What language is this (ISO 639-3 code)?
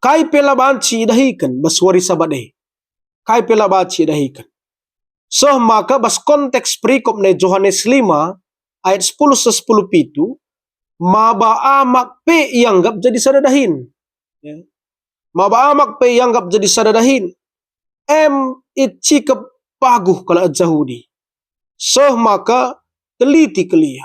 btx